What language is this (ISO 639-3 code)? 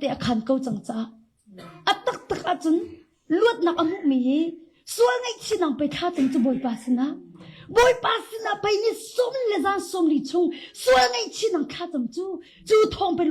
cnh